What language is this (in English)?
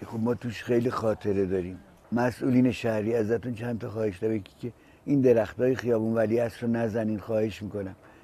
Persian